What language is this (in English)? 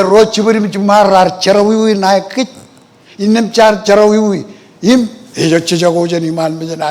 Marshallese